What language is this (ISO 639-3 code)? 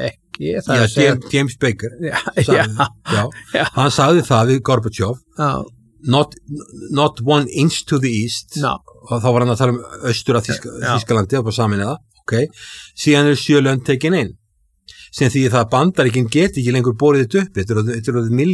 isl